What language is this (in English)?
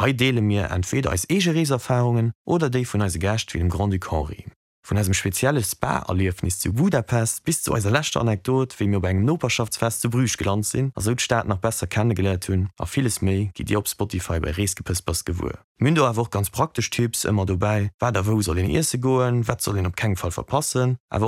Luxembourgish